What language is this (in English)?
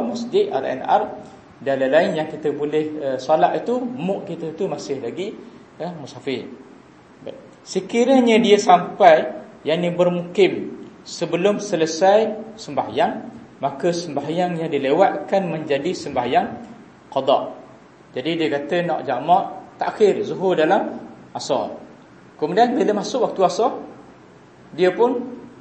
Malay